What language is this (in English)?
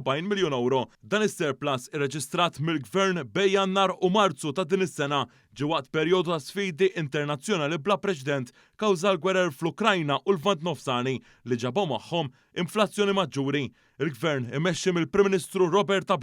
Maltese